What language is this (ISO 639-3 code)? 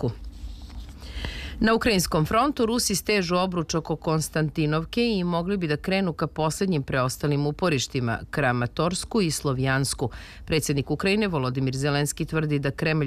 srp